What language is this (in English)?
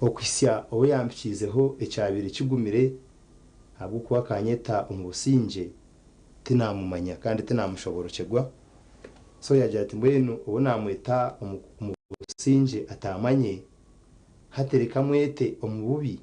Nyankole